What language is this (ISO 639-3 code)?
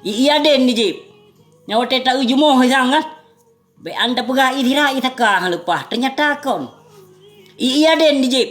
ace